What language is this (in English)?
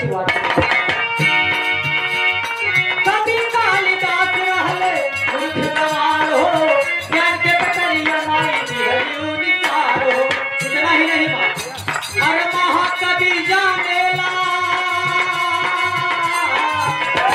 Bhojpuri